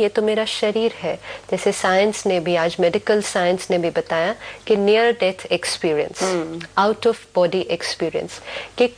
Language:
Hindi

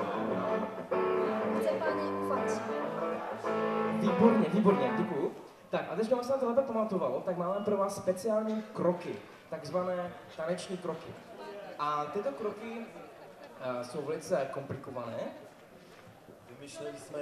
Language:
Czech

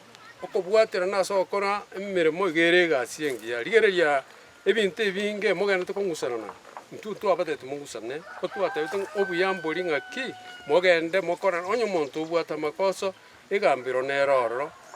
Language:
Gusii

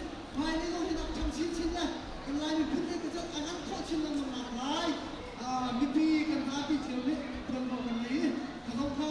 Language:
Hakha Chin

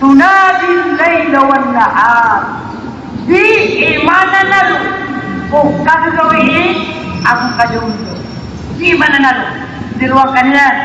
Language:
Maranao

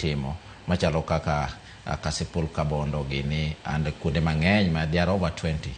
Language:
Luo (Kenya and Tanzania)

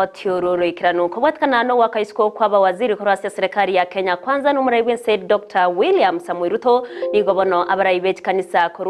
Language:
Gusii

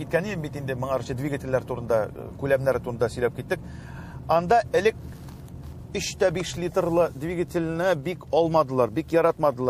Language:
Tatar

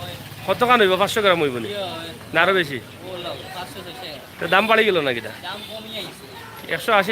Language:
Sylheti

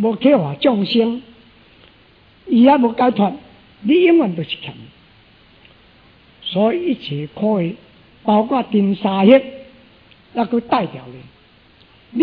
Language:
Min Nan Chinese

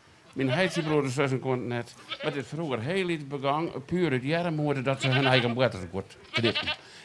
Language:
Western Frisian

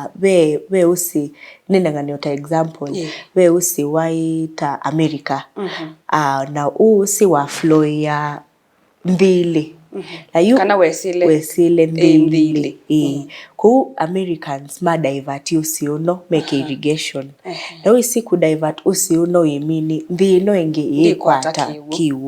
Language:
Kamba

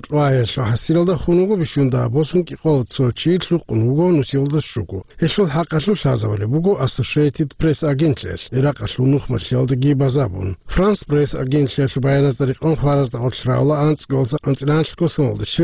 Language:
Avaric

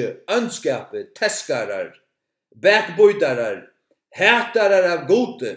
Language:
Faroese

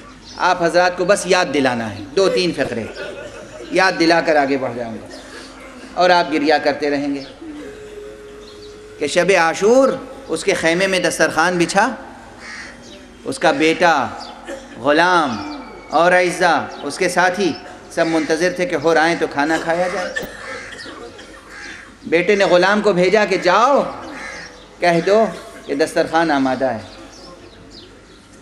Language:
Urdu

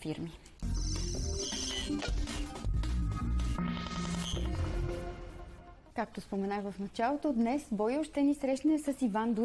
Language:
Bulgarian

